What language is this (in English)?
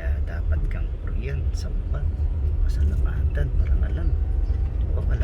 Pampanga